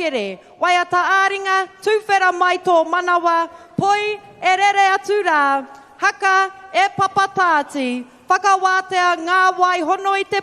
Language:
Māori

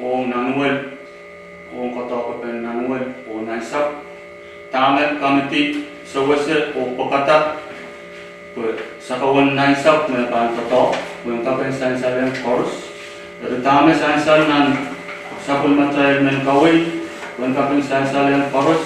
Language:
Pohnpeian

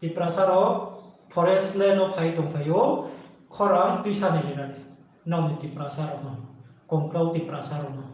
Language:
Riang (India)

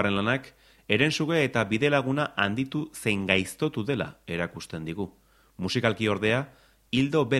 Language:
Basque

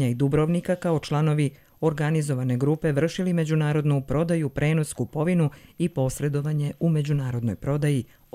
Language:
Croatian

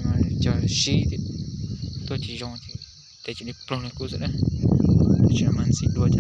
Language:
Hmong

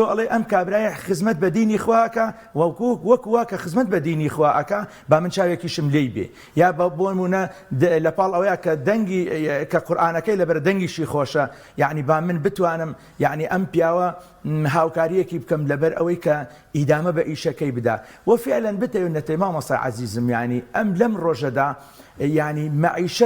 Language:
Central Kurdish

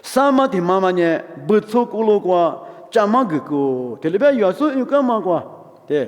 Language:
Lisu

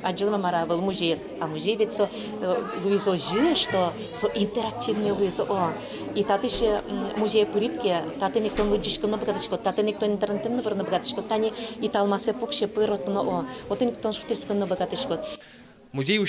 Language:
Udmurt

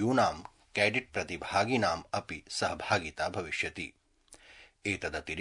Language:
Sanskrit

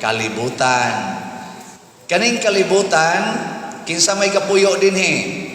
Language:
Cebuano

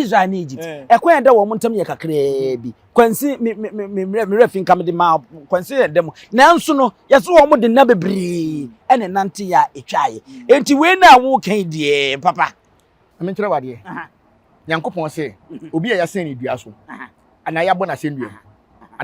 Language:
Akan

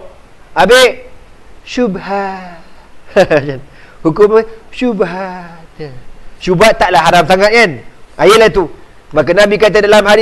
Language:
Malay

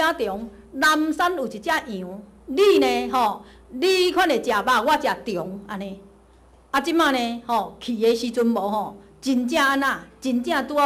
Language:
Min Nan Chinese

